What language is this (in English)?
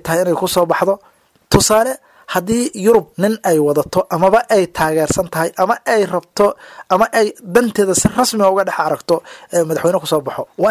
Somali